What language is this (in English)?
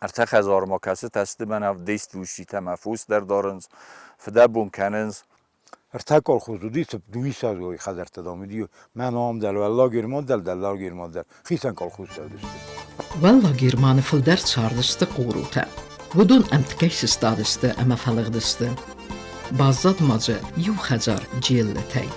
Ossetic